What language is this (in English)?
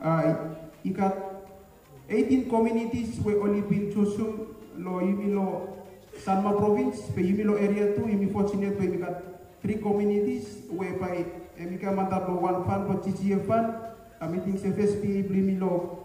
Bislama